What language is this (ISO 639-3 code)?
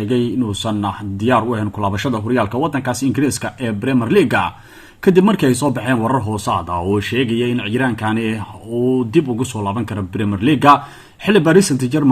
som